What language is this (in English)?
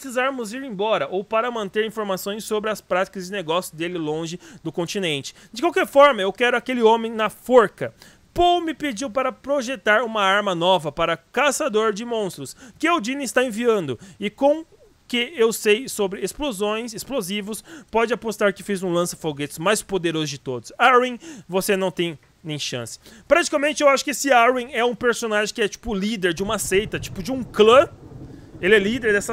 Portuguese